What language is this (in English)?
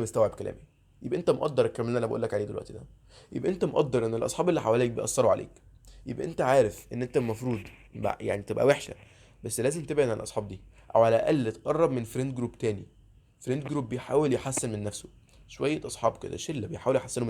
Egyptian Arabic